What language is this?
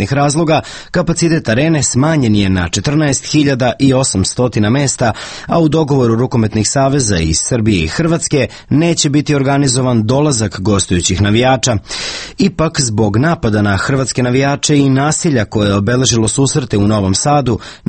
Serbian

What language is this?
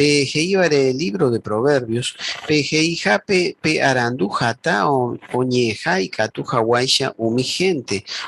Guarani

